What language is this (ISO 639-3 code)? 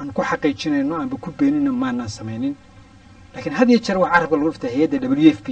som